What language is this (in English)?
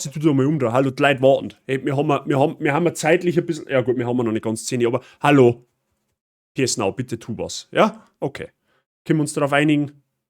Bavarian